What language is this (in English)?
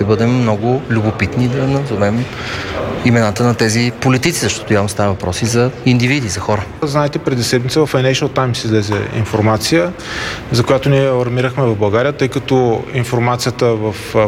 Bulgarian